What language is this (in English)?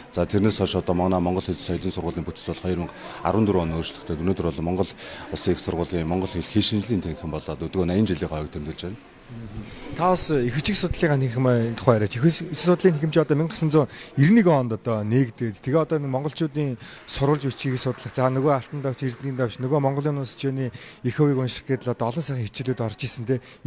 Mongolian